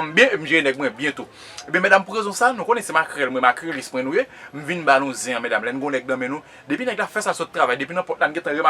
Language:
Haitian Creole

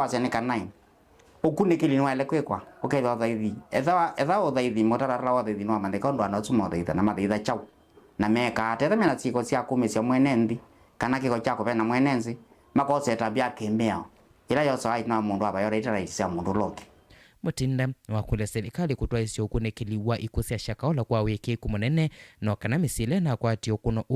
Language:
Kamba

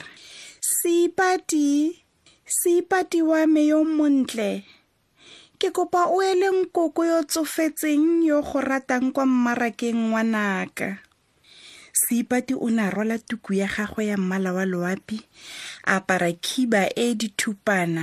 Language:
Tswana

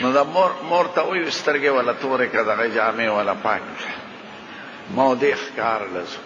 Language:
Pashto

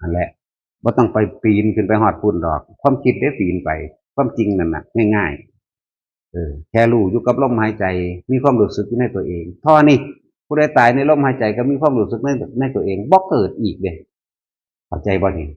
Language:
Northeastern Thai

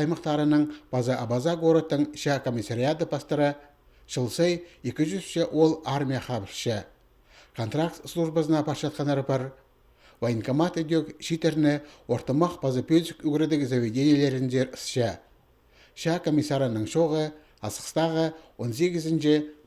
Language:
Khakas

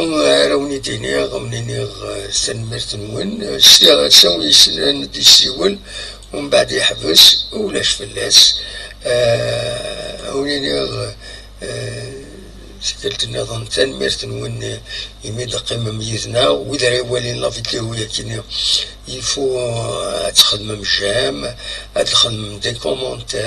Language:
Kabyle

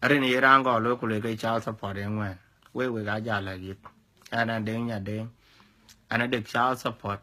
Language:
Dinka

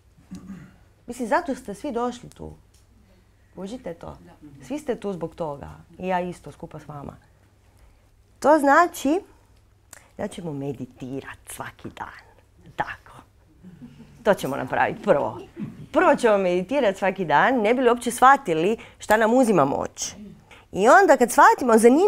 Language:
Croatian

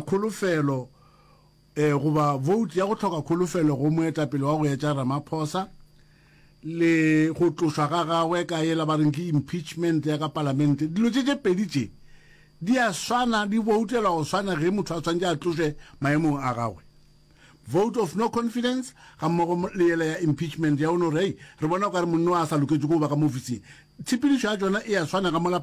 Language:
Northern Sotho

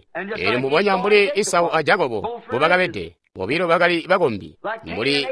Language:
Tonga (Zambia)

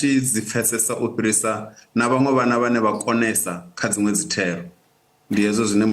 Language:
Venda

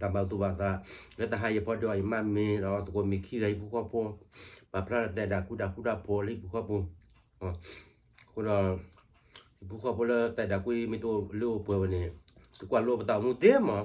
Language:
S'gaw Karen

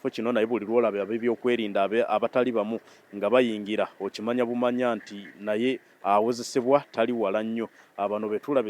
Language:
Ganda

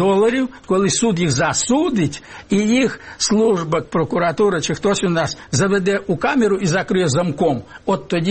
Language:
Ukrainian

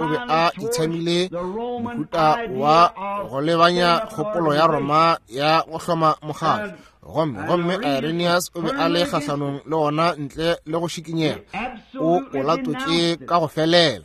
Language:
Northern Sotho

